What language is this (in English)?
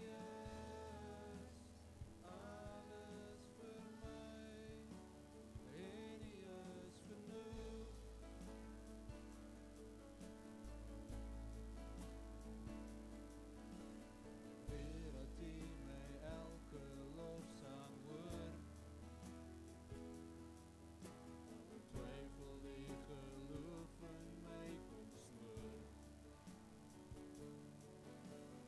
Afrikaans